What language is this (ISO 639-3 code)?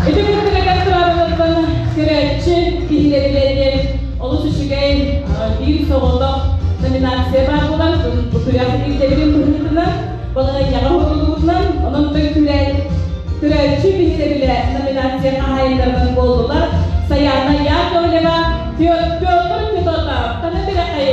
sah